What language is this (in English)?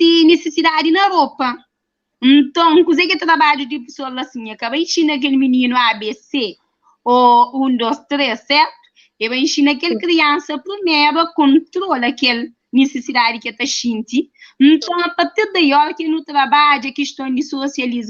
Kabuverdianu